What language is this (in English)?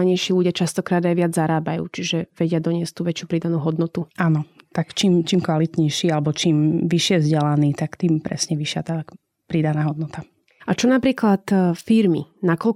Slovak